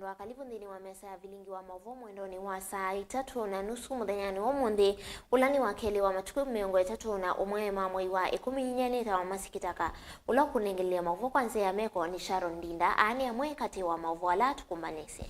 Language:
Kamba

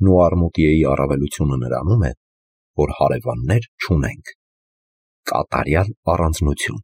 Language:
Armenian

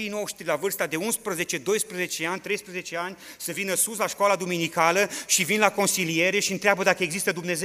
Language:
Romanian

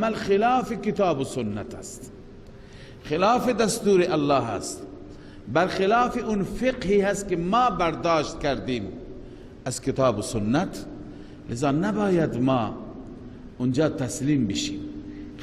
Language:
Persian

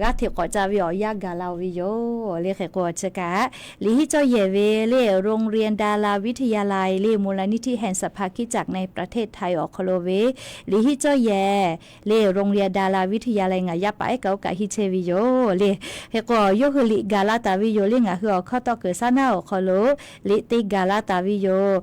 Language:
Lahu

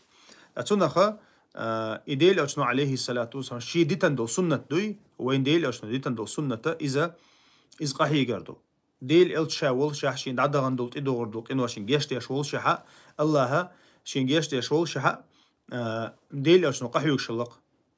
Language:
Chechen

